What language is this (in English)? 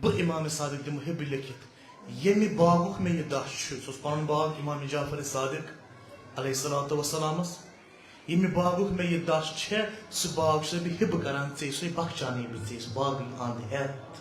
Kashmiri